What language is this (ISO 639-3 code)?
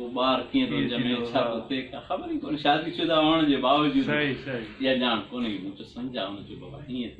snd